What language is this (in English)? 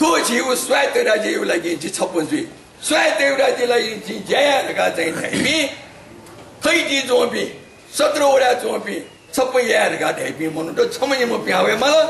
Newari